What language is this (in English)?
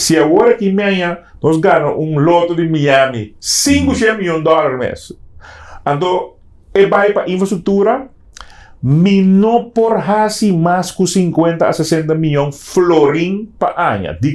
Papiamento